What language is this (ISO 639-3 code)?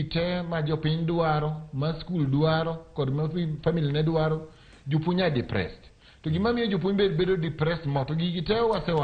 luo